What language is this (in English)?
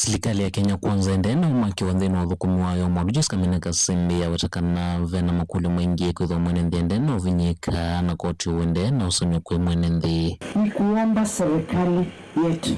Kamba